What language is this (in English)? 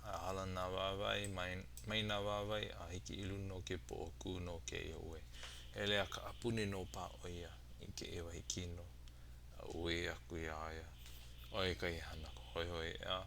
Hawaiian